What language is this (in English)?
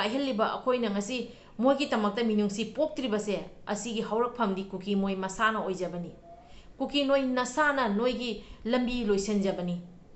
Manipuri